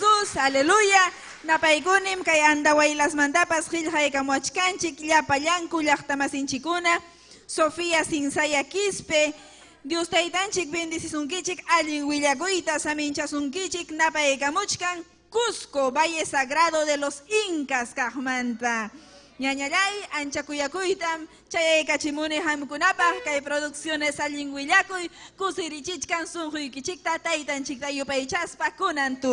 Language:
Ayacucho Quechua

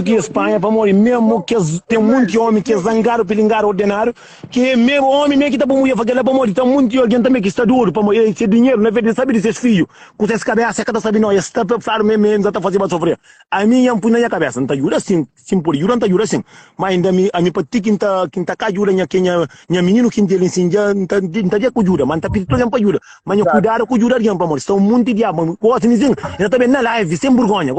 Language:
Kabuverdianu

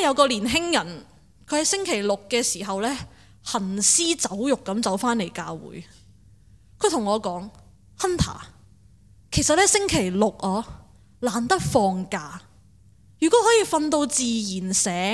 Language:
Cantonese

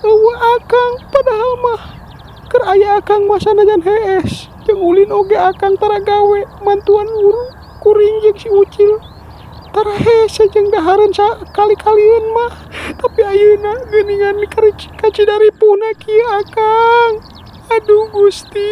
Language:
Sundanese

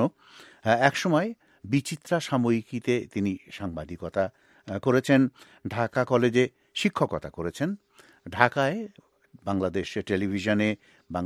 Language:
Bangla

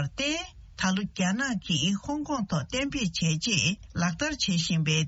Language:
Tibetan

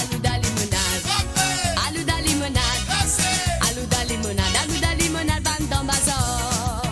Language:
Morisyen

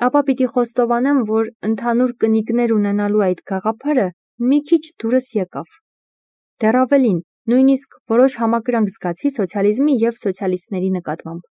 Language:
Armenian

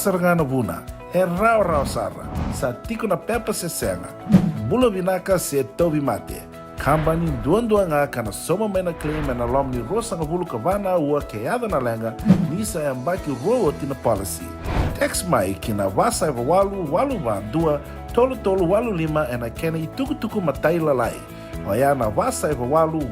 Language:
Fijian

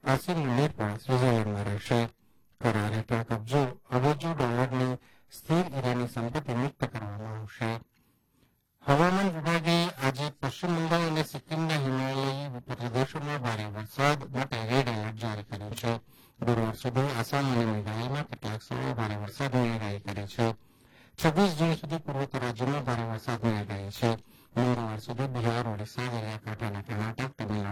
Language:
Gujarati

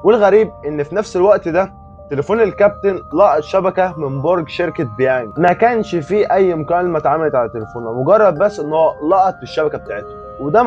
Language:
Egyptian Arabic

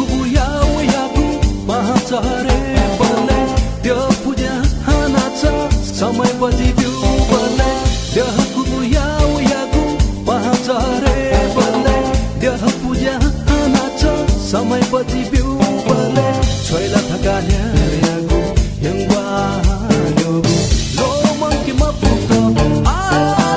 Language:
Newari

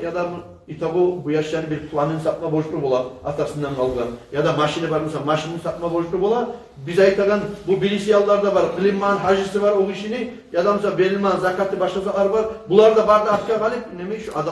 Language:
Kumyk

